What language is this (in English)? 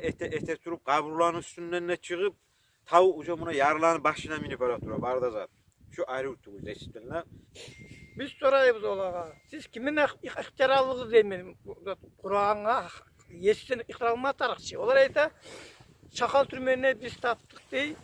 Kumyk